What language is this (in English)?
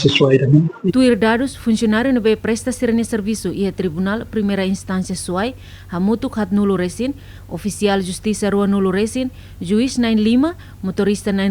Tetum